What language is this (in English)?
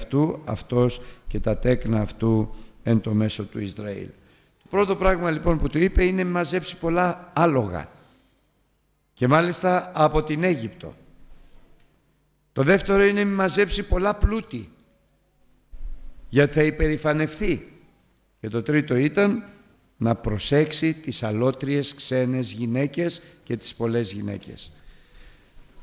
Greek